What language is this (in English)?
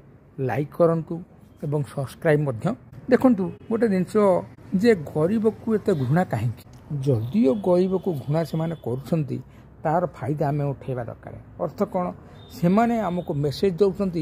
Odia